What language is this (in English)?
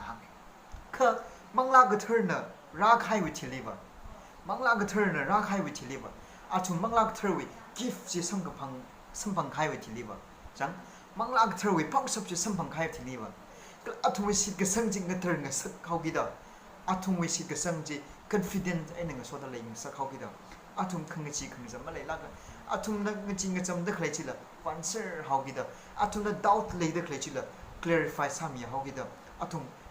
Tangkhul Naga (India)